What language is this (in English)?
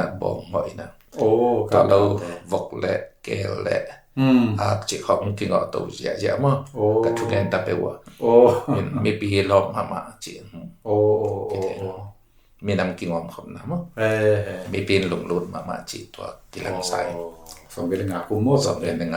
Tedim Chin